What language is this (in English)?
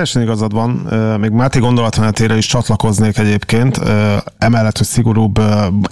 Hungarian